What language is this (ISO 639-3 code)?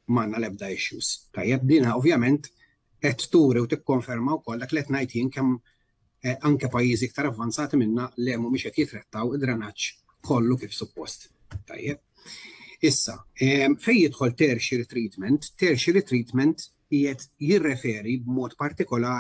mlt